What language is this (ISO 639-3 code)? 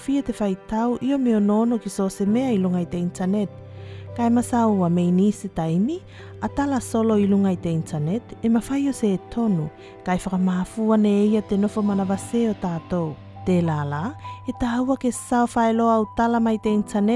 tvl